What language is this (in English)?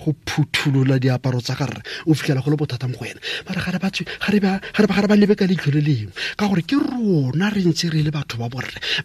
Tswana